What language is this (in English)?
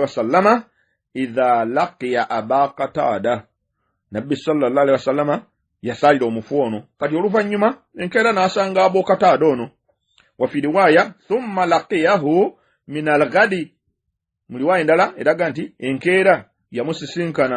Ganda